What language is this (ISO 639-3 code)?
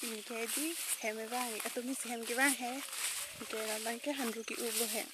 mjw